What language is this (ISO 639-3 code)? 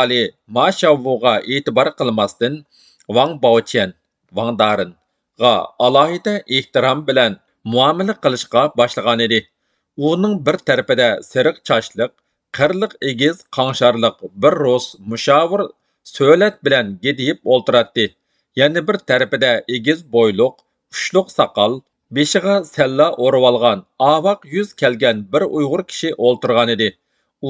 uig